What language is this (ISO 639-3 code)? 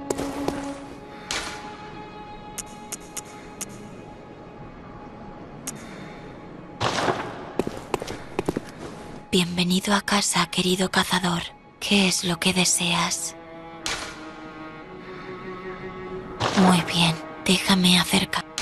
spa